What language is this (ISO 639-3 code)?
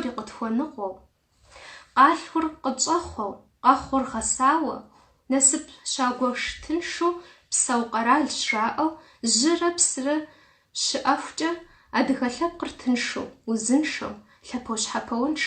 kbd